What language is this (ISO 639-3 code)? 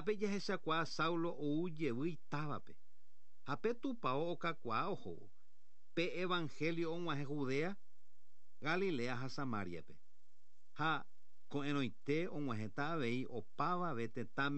grn